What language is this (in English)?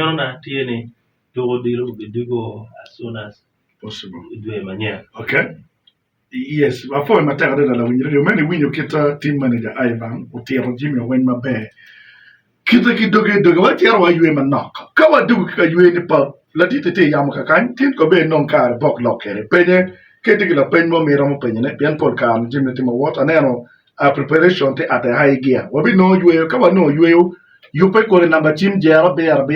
Acoli